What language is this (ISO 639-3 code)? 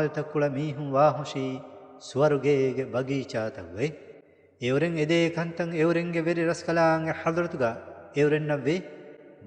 div